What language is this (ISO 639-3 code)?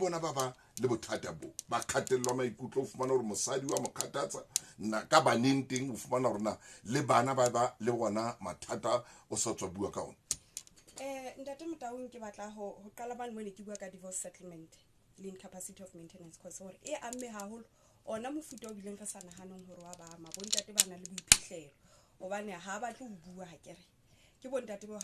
sot